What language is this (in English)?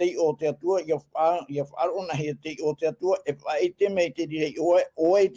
Tahitian